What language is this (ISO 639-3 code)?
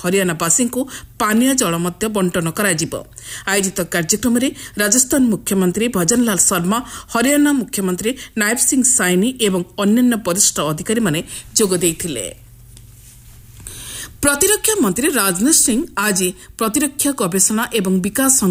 ori